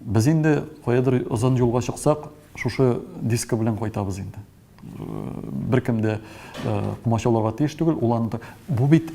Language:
Tatar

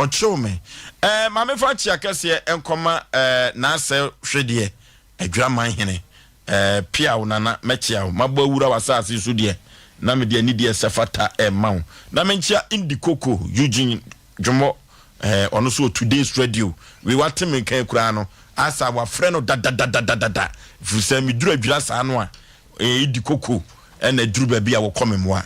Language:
Akan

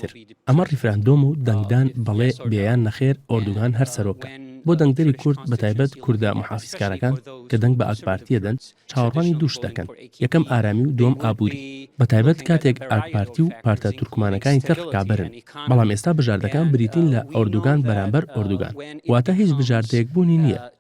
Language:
Central Kurdish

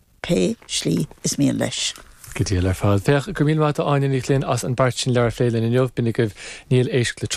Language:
Irish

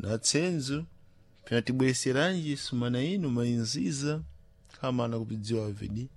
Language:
Sena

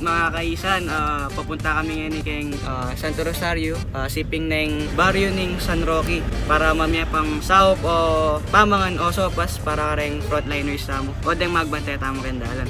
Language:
Pampanga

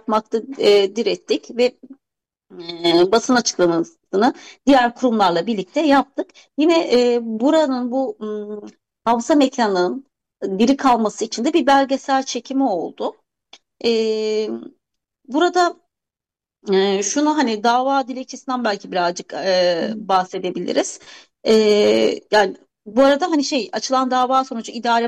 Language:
Turkish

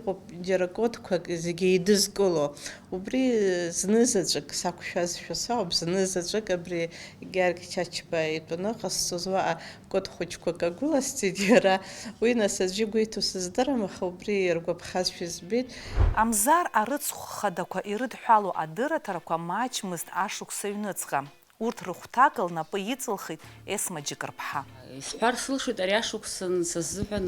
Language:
Abkhazian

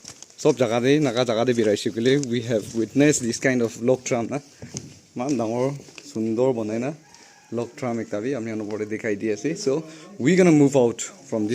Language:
Naga Pidgin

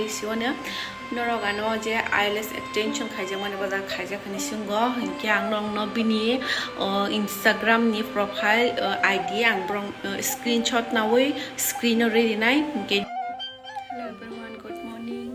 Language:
Kok Borok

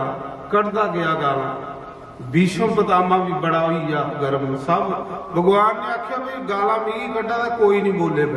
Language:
Dogri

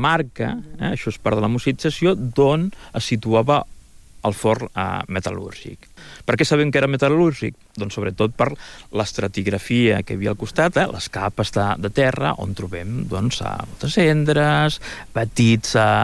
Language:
Catalan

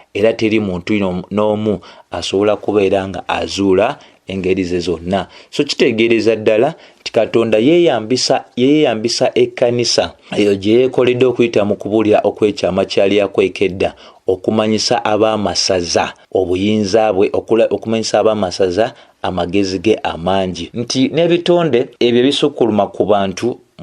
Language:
Ganda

